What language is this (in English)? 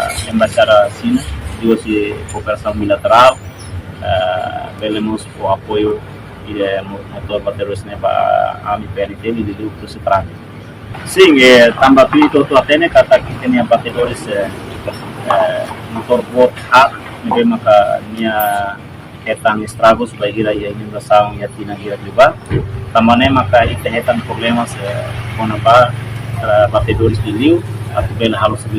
Tetum